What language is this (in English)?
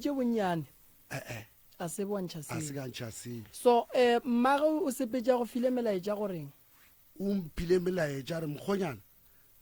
Northern Sotho